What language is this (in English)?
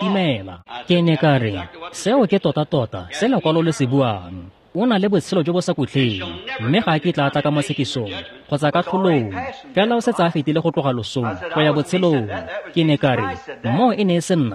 Tswana